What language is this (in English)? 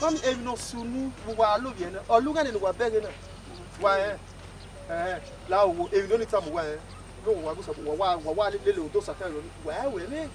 Bini